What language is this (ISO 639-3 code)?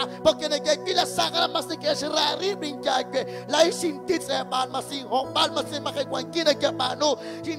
kek